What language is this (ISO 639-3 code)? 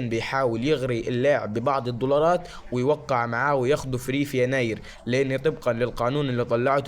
arz